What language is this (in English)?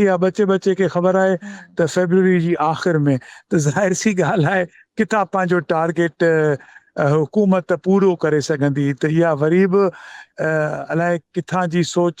Sindhi